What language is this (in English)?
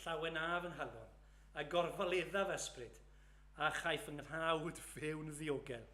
Welsh